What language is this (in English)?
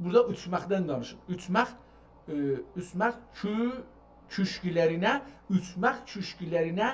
South Azerbaijani